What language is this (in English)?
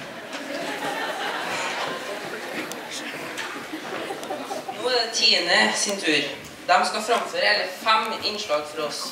Norwegian